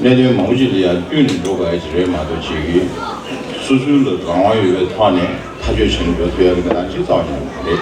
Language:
Tibetan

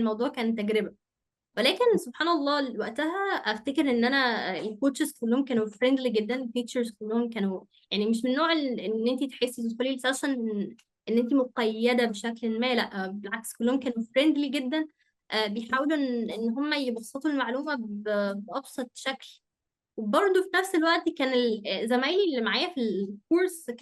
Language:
Egyptian Arabic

